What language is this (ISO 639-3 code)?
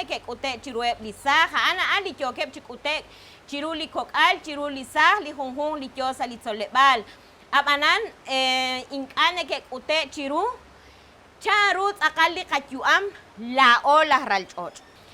kek